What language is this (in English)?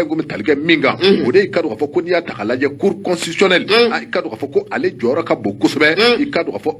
Bambara